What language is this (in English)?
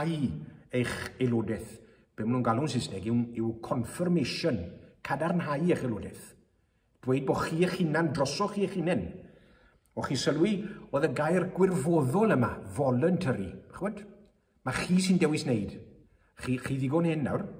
Welsh